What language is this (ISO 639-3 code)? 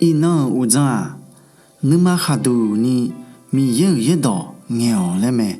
ahk